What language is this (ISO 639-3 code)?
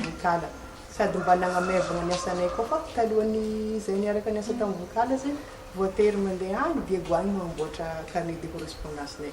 mlg